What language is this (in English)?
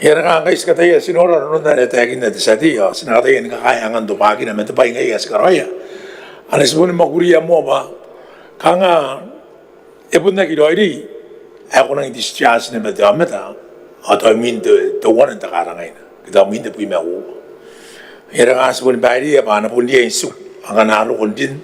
Gilbertese